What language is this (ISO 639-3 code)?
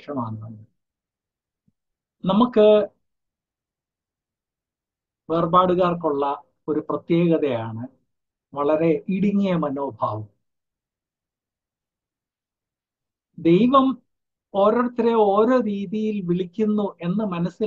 mal